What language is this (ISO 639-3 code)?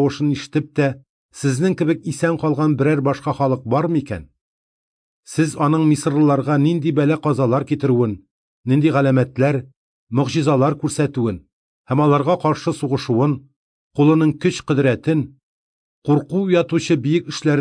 tat